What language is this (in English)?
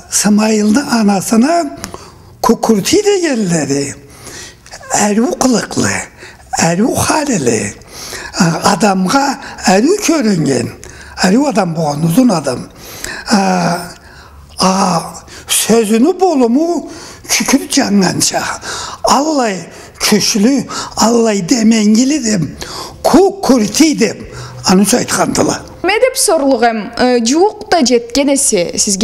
Karachay-Balkar